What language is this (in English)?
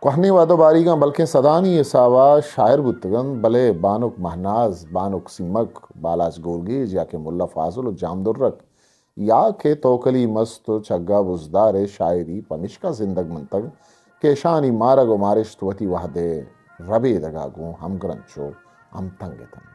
Eastern Balochi